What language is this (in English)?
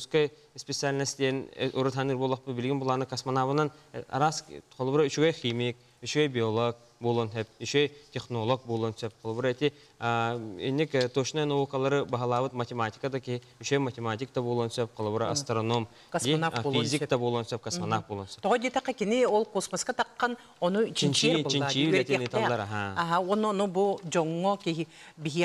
Yakut